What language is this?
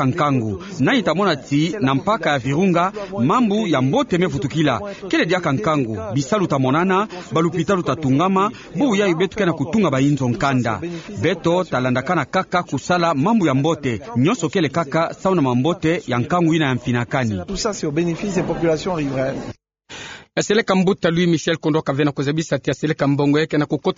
Kituba (Democratic Republic of Congo)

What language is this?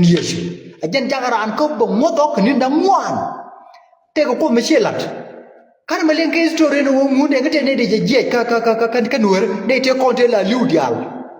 Nuer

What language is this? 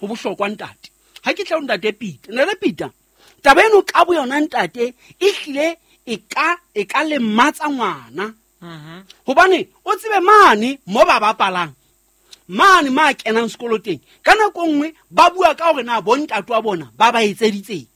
Southern Sotho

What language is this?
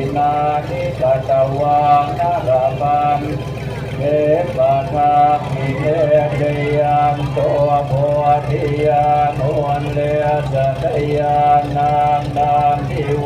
Pali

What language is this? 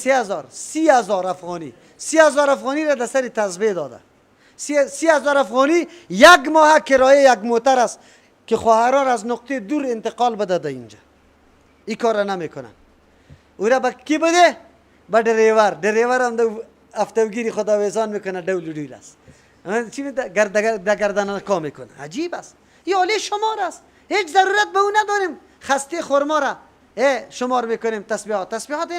Persian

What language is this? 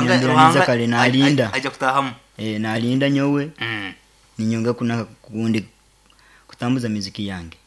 Nyankole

